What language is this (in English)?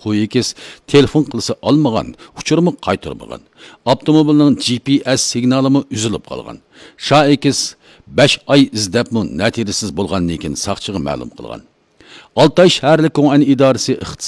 Uyghur